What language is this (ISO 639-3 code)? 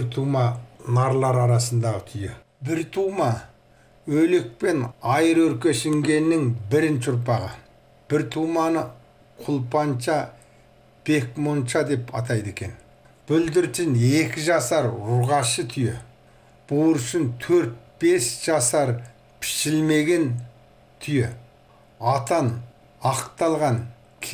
kaz